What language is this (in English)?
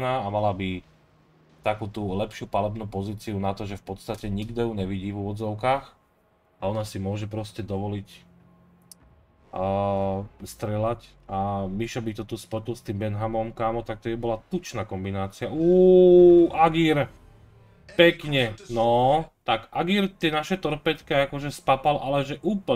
Slovak